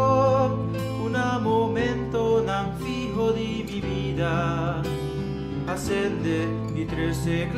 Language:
Papiamento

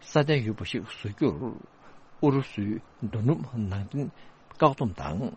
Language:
Tibetan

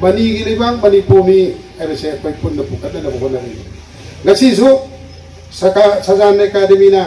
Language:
Manipuri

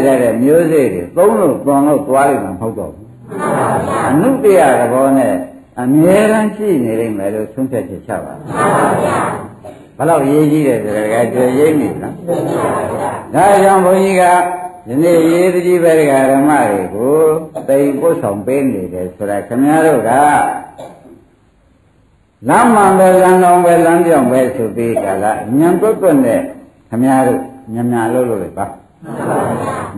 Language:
Burmese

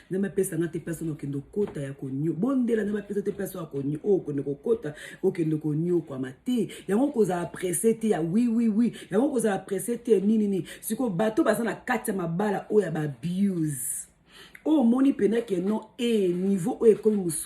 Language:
Lingala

